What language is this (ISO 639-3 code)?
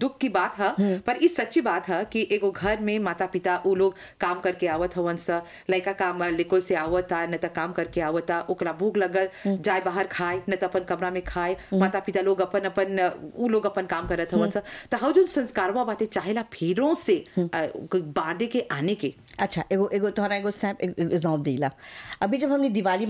bho